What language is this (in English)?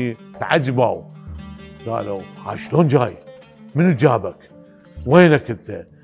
Mesopotamian Arabic